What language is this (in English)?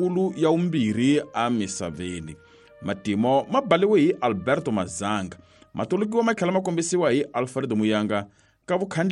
Tsonga